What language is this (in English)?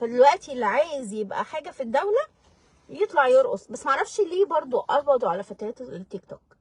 Egyptian Arabic